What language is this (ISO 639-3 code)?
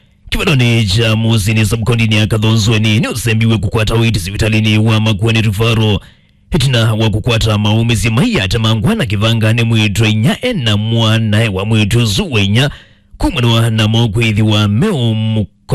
kam